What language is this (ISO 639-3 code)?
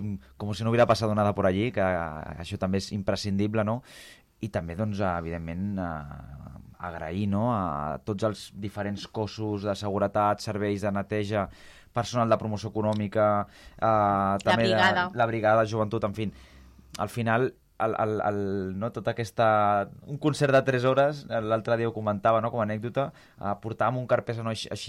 cat